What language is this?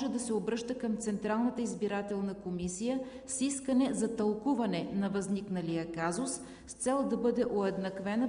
Bulgarian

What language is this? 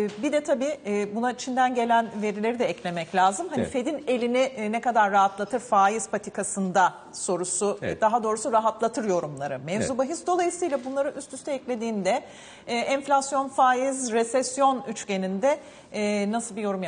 Turkish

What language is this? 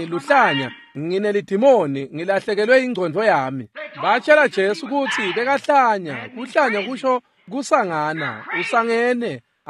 Swati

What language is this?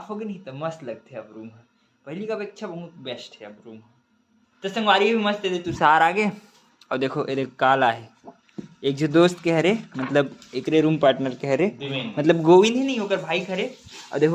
Chhattisgarhi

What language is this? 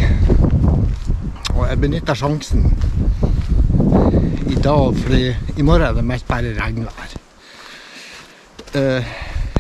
Norwegian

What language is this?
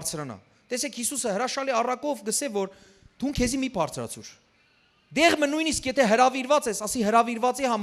Western Armenian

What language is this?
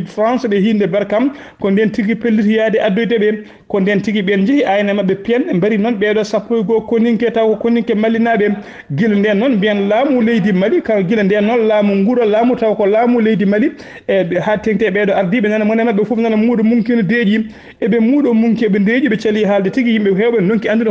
Fula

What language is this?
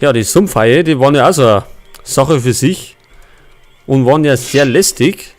Bavarian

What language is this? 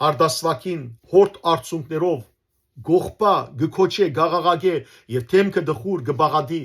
Western Armenian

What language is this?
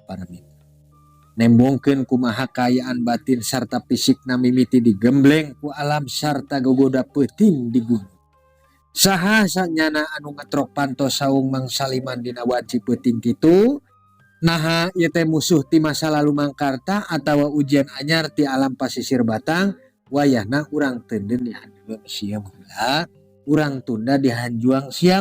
Sundanese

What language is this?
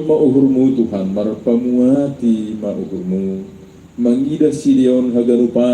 Batak Simalungun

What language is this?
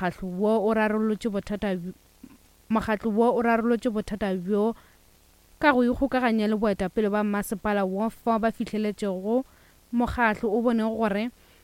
Northern Sotho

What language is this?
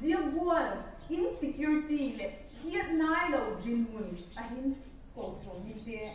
Vaiphei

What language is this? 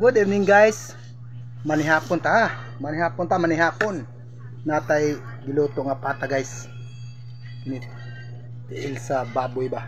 Cebuano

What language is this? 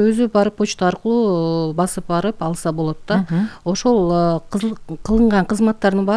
Kyrgyz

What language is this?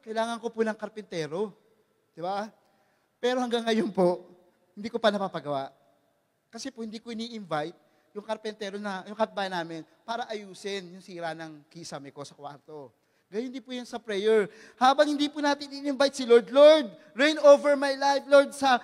Filipino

